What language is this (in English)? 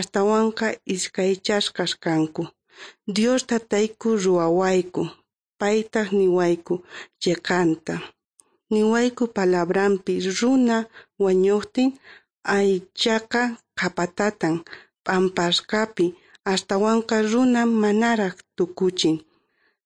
South Bolivian Quechua